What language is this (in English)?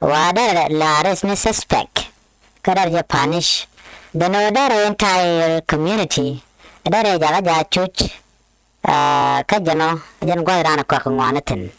Nuer